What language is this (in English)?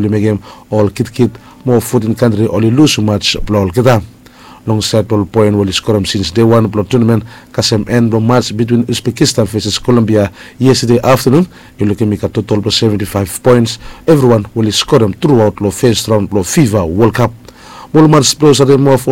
Bislama